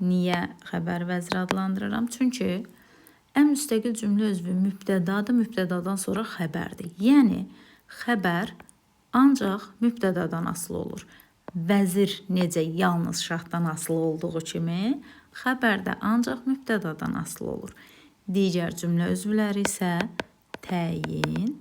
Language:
Azerbaijani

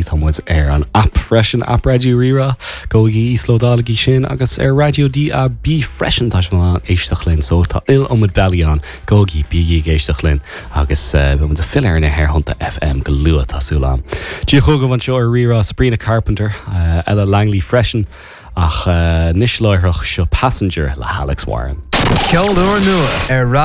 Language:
Irish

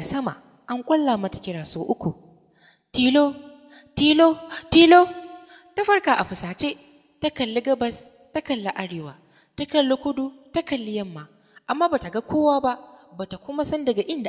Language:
Hausa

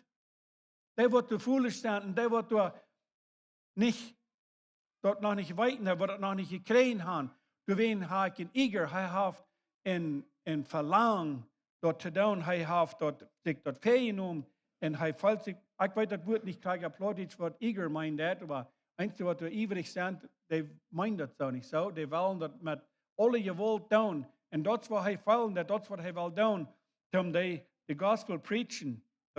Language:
Plautdietsch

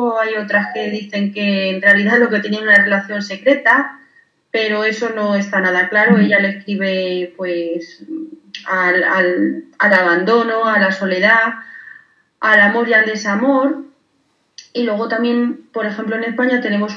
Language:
Spanish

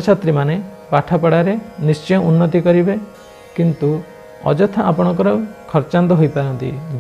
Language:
Odia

